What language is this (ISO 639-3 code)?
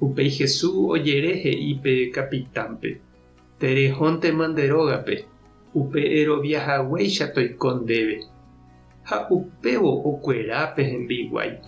grn